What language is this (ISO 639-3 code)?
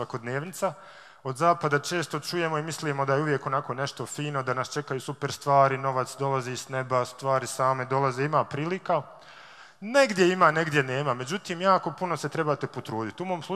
bos